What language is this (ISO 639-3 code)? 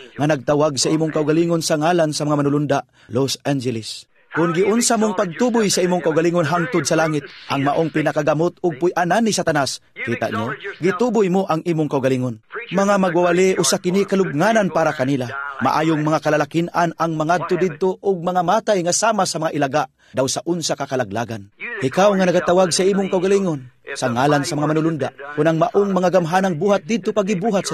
ceb